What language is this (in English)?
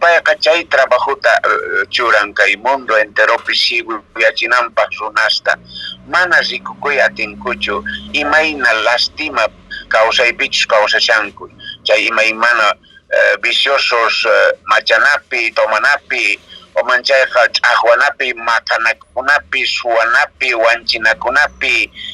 Quechua